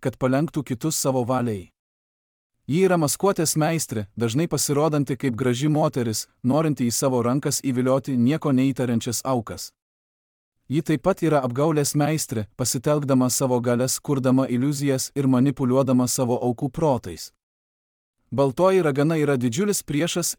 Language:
Lithuanian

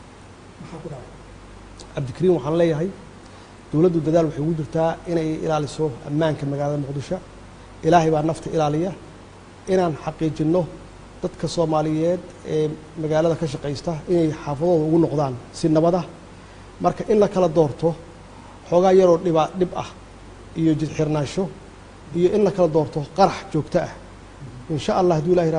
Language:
Somali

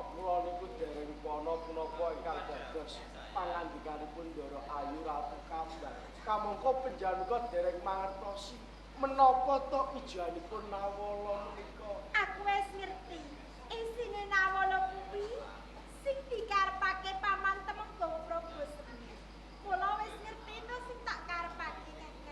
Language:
Javanese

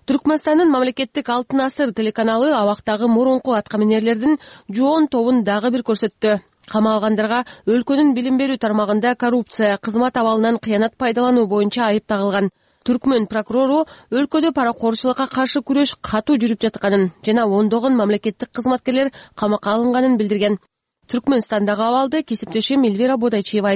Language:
Kyrgyz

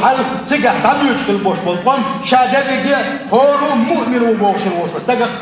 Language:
Chechen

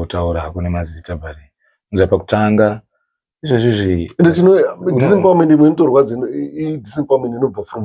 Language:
Shona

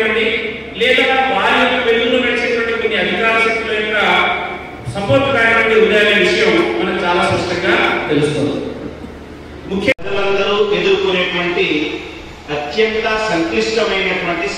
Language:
Telugu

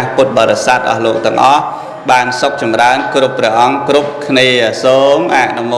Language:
Khmer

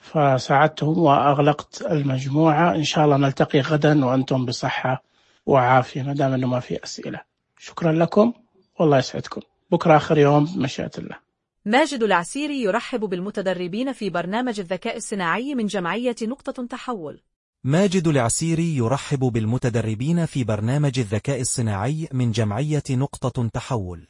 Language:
Najdi Arabic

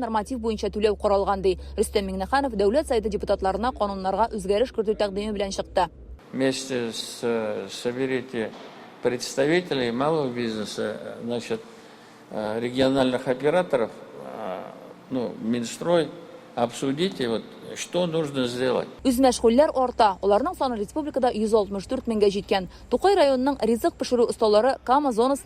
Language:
Tatar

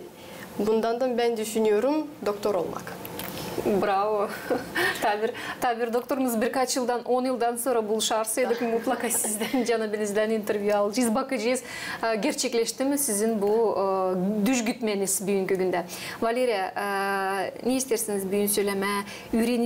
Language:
Gagauz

